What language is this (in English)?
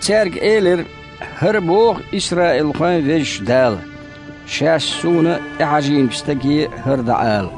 Chechen